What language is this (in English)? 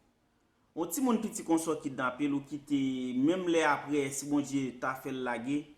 Haitian Creole